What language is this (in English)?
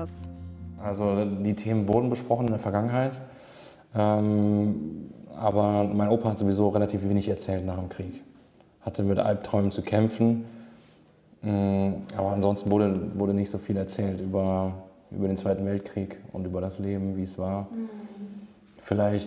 German